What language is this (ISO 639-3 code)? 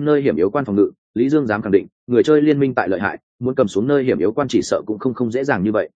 vie